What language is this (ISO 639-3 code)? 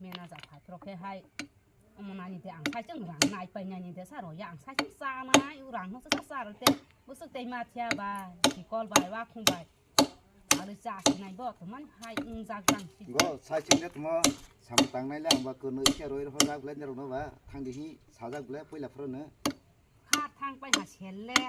trp